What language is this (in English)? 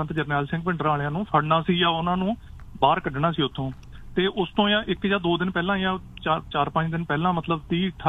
Punjabi